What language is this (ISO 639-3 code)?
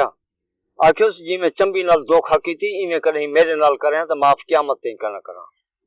skr